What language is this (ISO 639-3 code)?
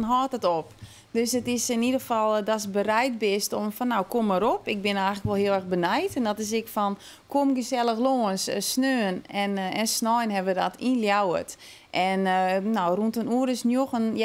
fry